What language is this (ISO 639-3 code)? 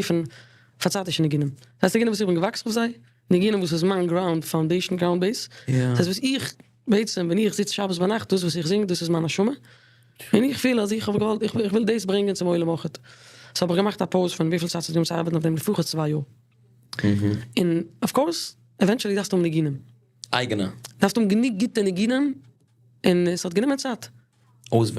yid